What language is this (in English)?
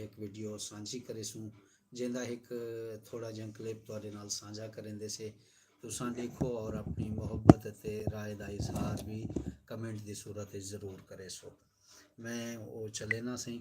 Saraiki